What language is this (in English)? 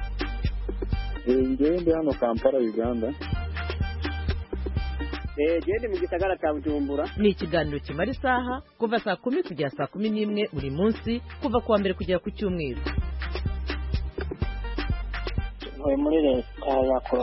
Kinyarwanda